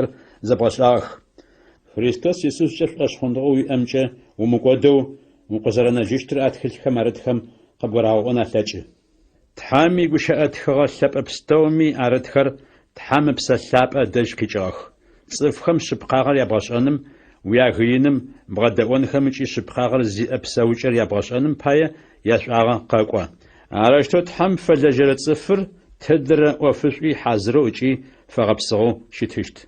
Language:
Adyghe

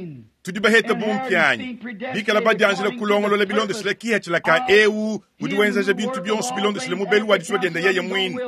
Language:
Luba-Lulua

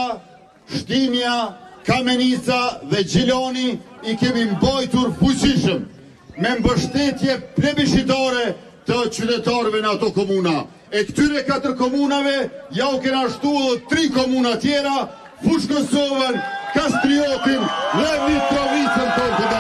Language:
Albanian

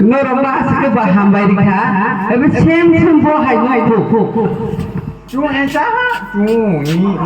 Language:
Kok Borok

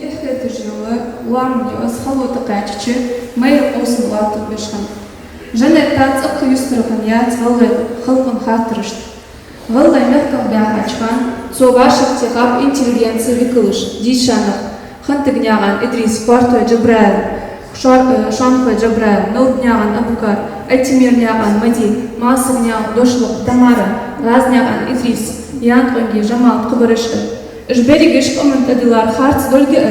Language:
Ingush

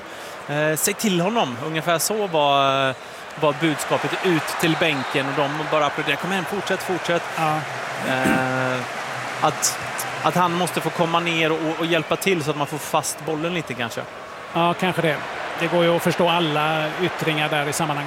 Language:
Swedish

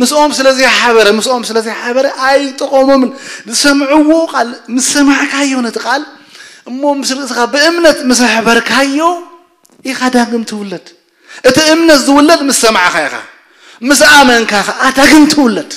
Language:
Tigrinya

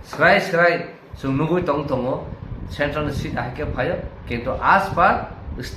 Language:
Kok Borok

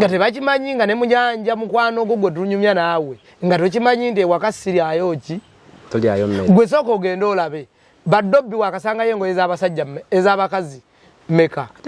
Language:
Ganda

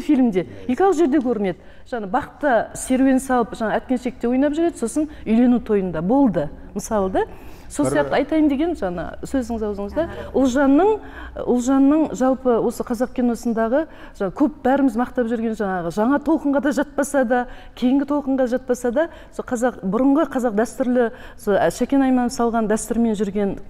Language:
Kazakh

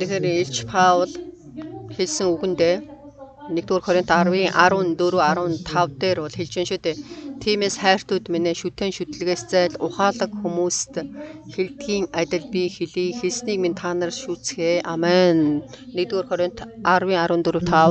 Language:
Mongolian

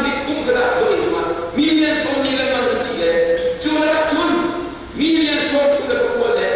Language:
Hakha Chin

